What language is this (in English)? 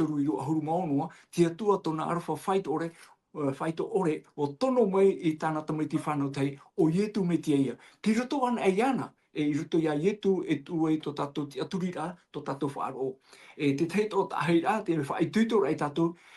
Tahitian